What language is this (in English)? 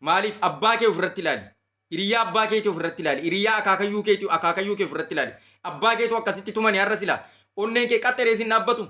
Oromo